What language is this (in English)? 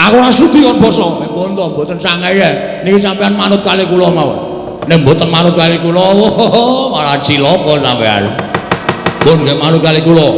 Javanese